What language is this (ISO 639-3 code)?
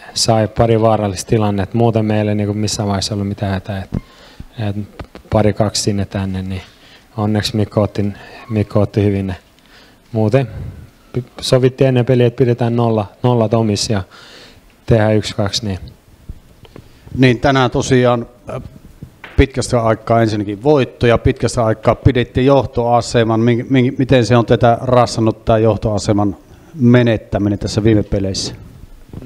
fin